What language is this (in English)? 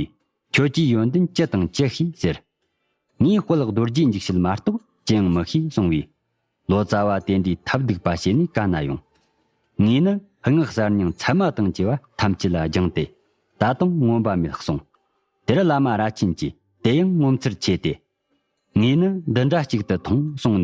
Tibetan